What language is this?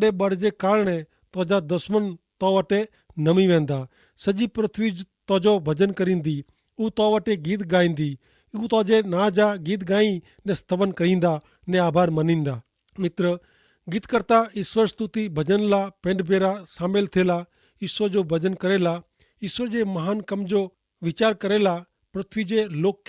Kachhi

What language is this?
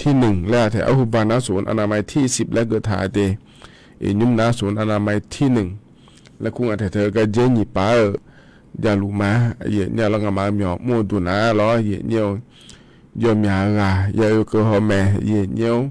Akha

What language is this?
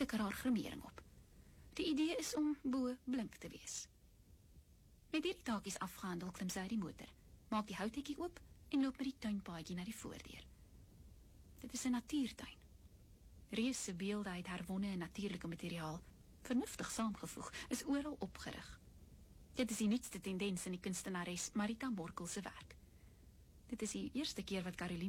Afrikaans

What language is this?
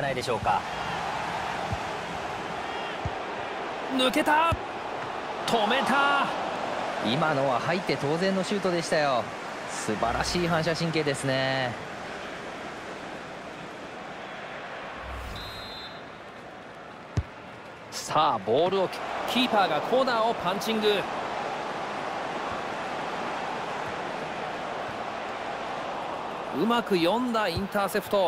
Japanese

